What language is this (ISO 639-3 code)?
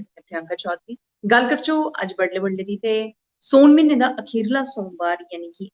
doi